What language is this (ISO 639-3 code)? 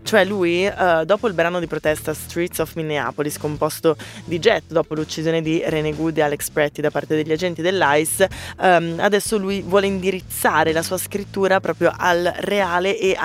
ita